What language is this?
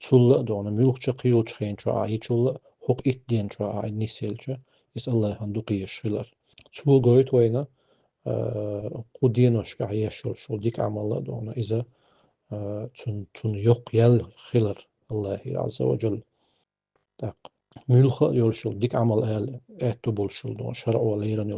Chechen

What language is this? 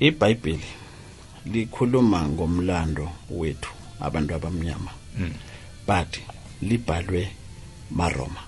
South Ndebele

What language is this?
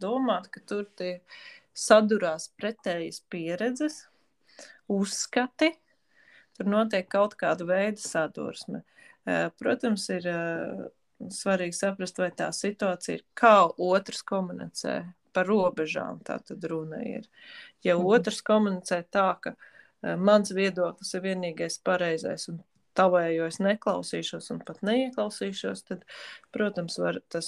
Latvian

